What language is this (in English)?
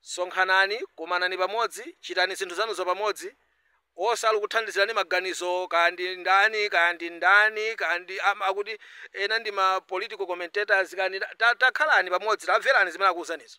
Nyanja